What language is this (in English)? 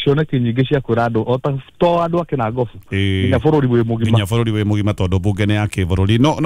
Kikuyu